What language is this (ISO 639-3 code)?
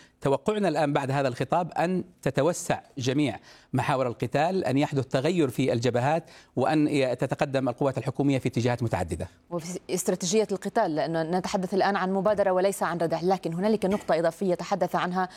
ara